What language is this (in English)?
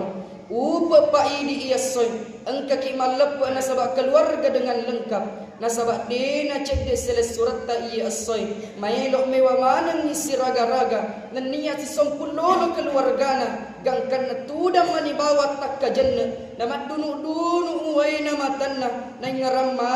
Buginese